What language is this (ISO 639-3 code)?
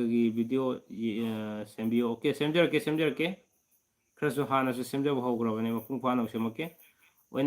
mni